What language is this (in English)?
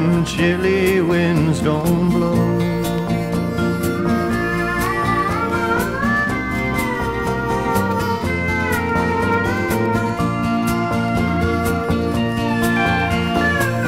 English